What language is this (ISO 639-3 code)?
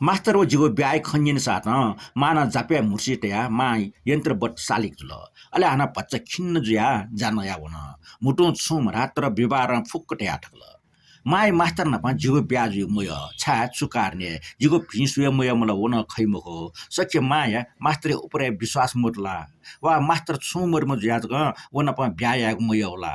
new